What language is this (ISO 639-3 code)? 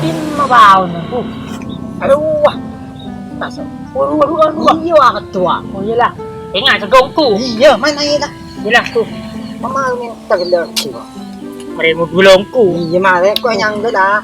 mad